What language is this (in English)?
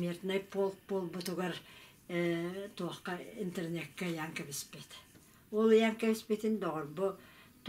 Yakut